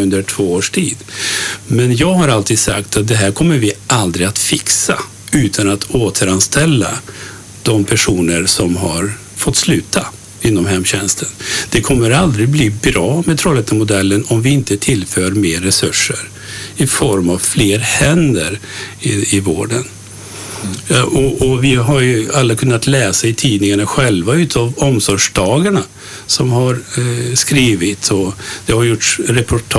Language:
Swedish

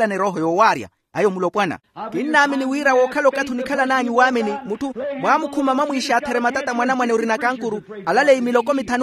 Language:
Makhuwa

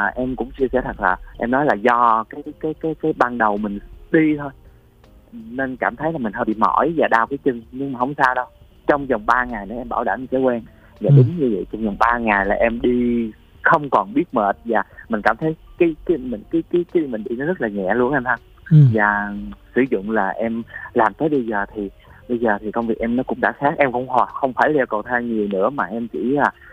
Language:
Vietnamese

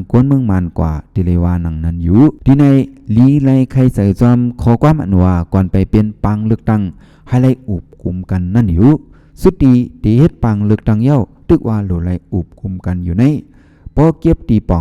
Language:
Shan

